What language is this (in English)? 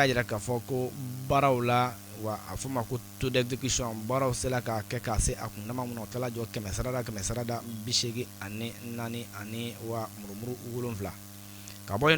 Bambara